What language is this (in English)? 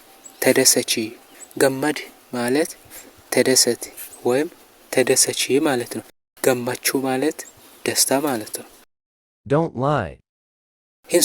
Amharic